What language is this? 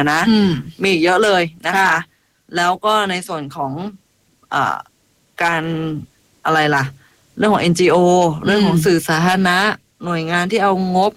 Thai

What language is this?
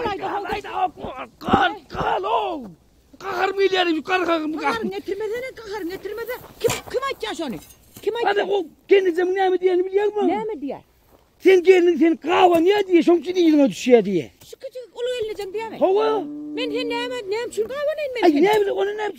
Turkmen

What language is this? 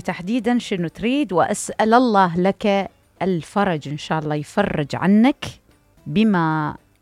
Mesopotamian Arabic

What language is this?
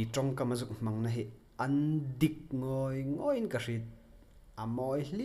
Hmar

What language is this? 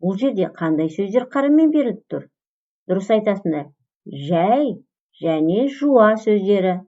Kazakh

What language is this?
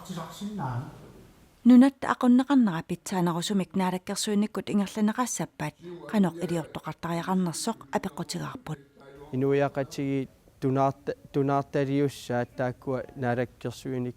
Kalaallisut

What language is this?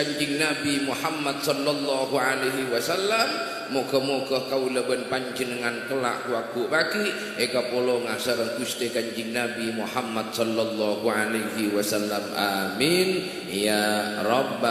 Madurese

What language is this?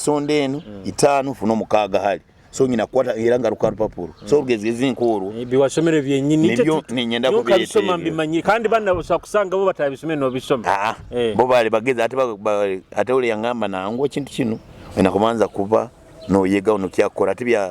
Nyoro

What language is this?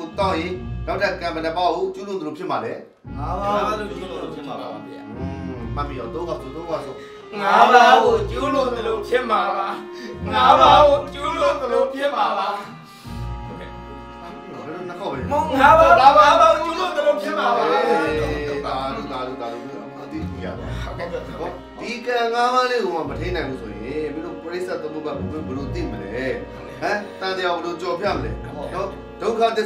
Burmese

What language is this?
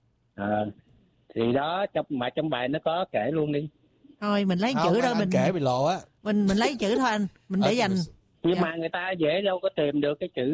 Vietnamese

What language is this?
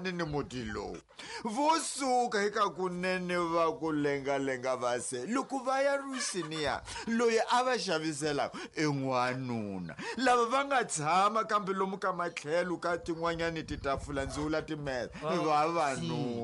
Tsonga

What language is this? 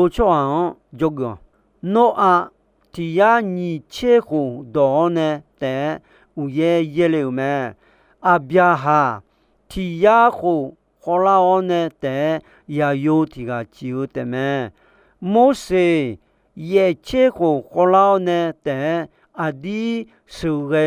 Akha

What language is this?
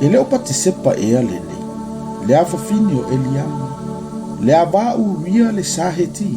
Samoan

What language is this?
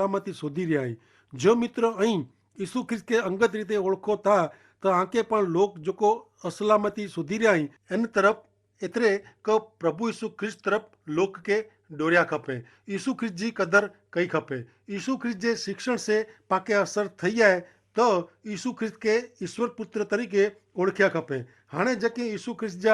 Kachhi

